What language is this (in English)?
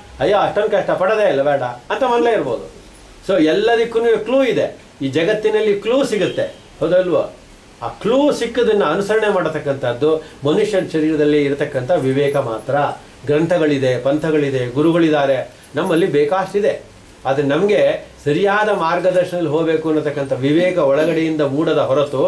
Kannada